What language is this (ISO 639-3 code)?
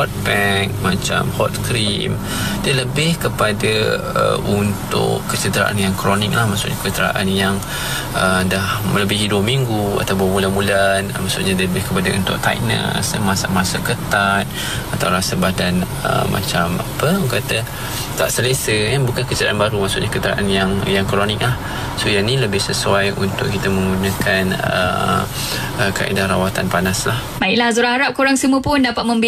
msa